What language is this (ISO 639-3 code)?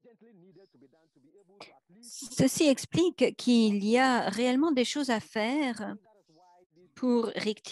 fra